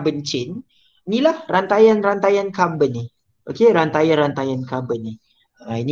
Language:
Malay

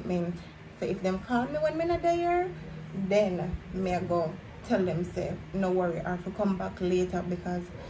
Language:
Jamaican Creole English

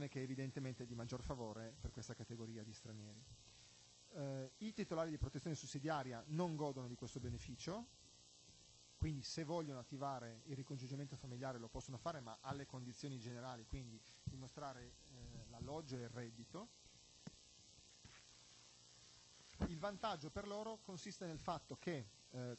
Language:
Italian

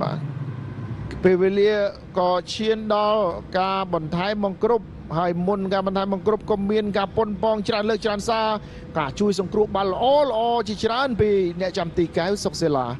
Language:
Khmer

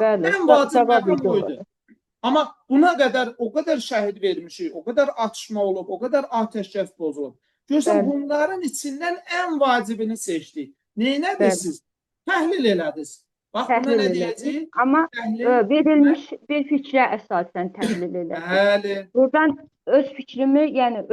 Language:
Azerbaijani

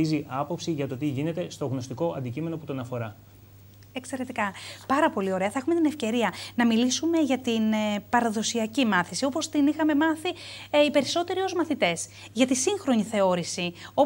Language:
Greek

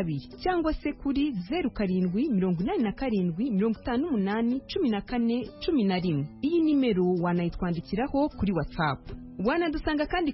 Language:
Kinyarwanda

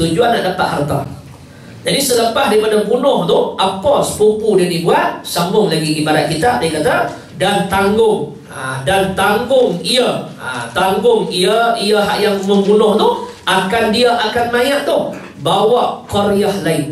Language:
Malay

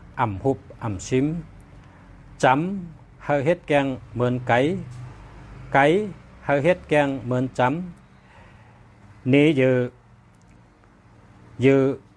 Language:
Shan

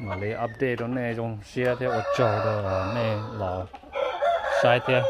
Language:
Hmong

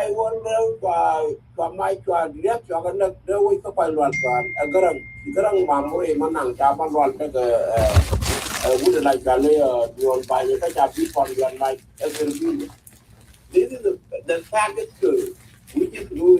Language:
Nuer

